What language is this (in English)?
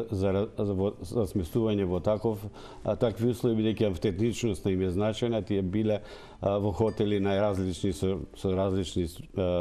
Macedonian